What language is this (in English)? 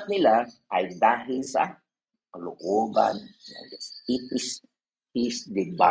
Filipino